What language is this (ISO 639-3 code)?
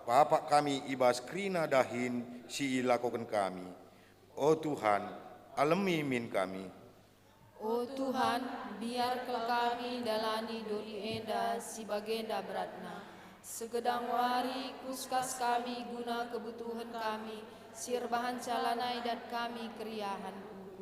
btx